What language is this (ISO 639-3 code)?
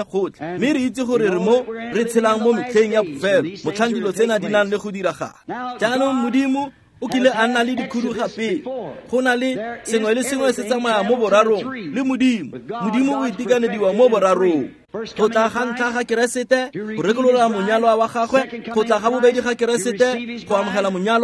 tsn